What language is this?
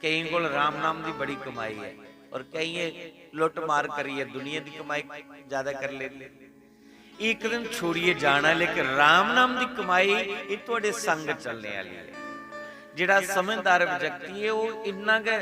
Dogri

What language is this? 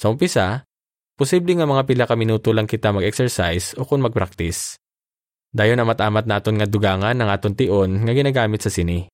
Hiligaynon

